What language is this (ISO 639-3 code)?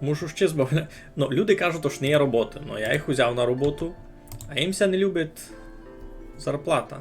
rue